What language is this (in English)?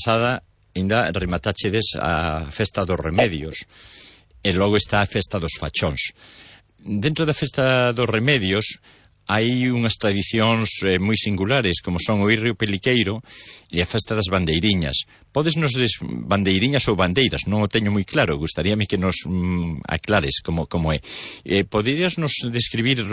Galician